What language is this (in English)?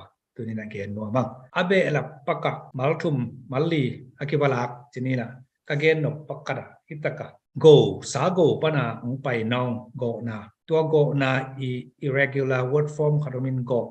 Tedim Chin